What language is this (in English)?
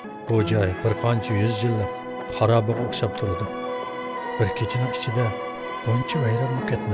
Uyghur